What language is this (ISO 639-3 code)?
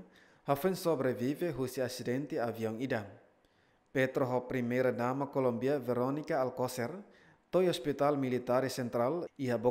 tet